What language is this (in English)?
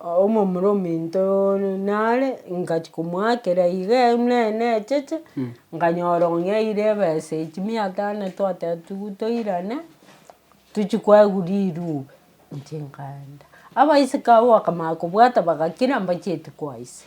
Gusii